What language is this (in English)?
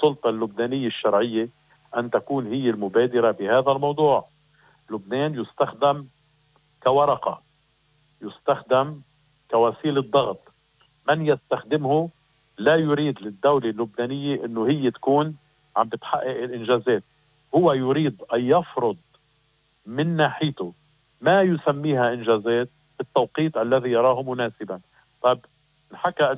North Levantine Arabic